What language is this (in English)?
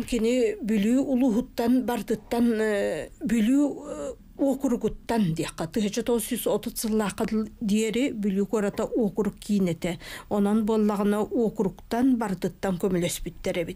Yakut